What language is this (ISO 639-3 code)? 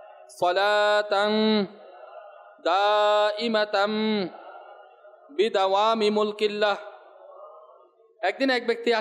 ben